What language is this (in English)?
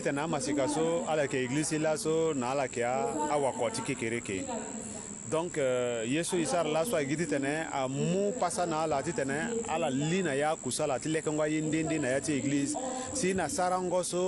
Sango